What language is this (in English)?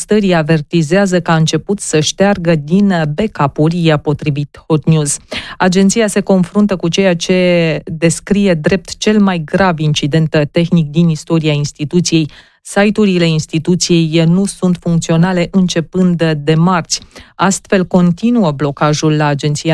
Romanian